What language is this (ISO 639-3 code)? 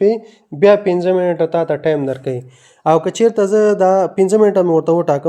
pus